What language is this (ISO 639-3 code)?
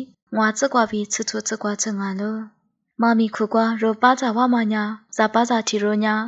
lis